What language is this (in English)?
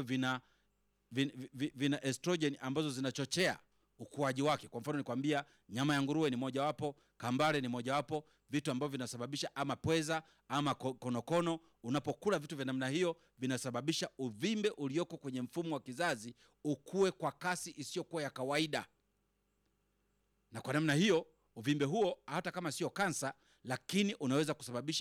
Swahili